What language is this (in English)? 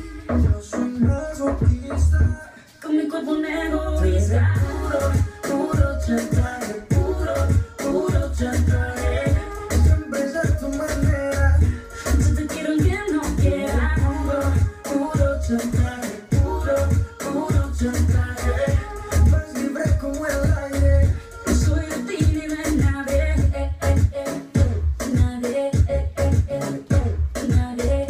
Spanish